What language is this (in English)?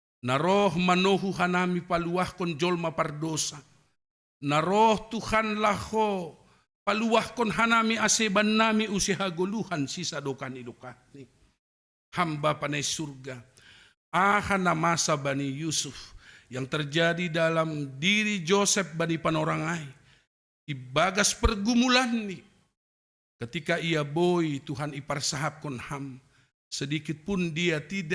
Batak Simalungun